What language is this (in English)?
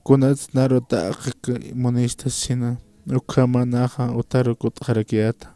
Aymara